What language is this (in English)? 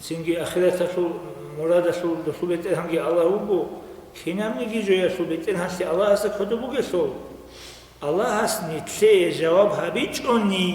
Avaric